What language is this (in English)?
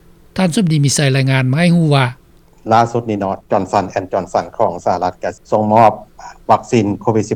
Lao